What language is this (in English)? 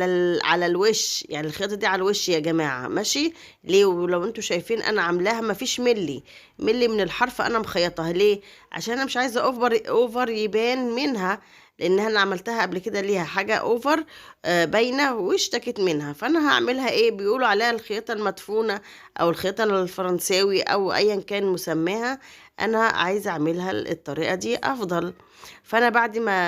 Egyptian Arabic